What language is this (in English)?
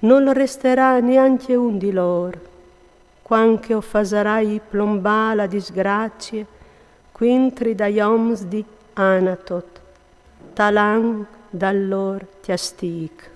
Friulian